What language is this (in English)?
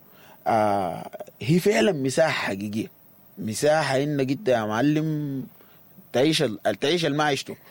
Sudanese Arabic